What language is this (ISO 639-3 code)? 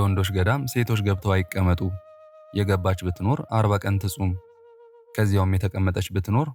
amh